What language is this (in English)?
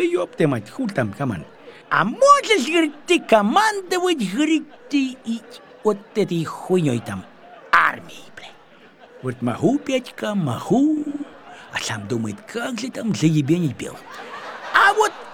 Russian